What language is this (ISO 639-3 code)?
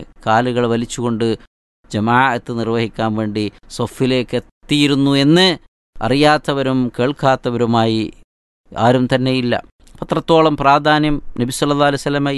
mal